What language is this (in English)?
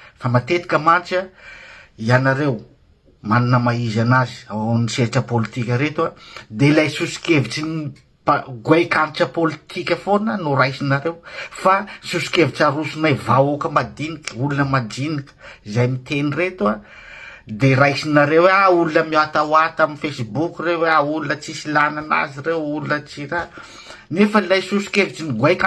Malagasy